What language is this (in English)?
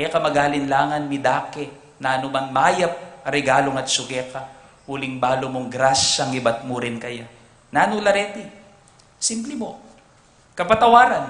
Pampanga